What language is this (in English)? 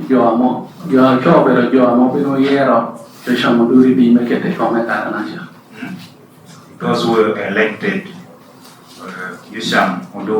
Lango (Uganda)